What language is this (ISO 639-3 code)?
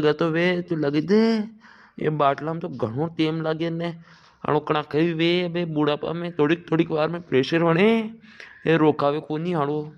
raj